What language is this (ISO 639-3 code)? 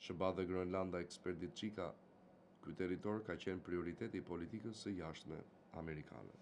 sqi